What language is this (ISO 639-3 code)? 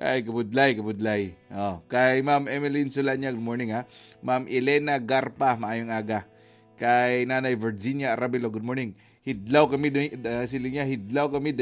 hil